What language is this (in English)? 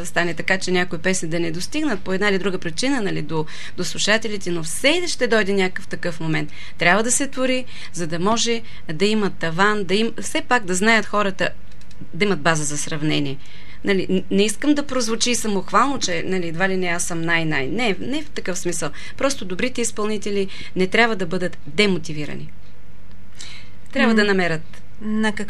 Bulgarian